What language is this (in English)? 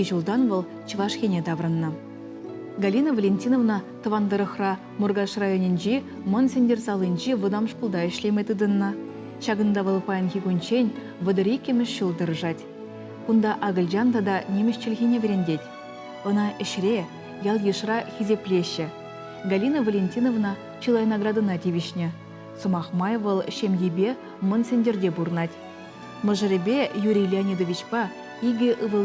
Chuvash